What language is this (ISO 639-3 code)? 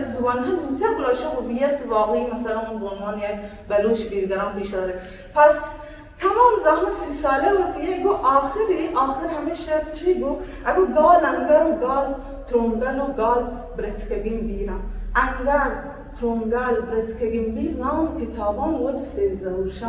fas